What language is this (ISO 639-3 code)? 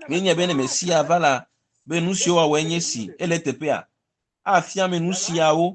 ewe